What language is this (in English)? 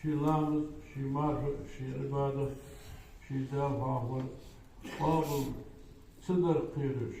Ingush